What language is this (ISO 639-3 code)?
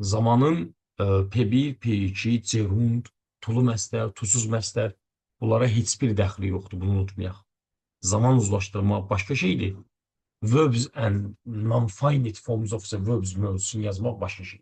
aze